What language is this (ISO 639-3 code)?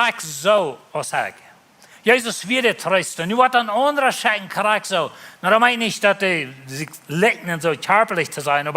pdt